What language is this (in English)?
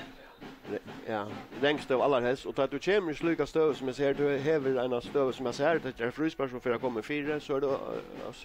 Faroese